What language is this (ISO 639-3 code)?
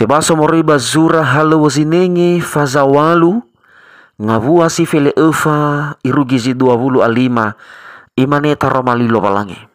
nia